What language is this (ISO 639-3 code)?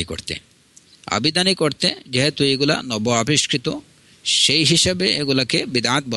ben